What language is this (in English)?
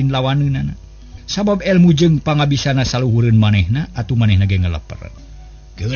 Sundanese